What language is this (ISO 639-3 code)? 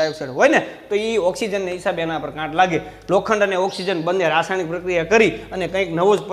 guj